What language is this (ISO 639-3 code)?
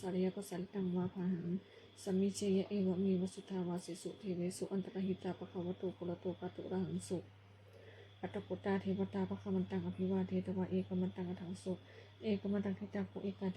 pli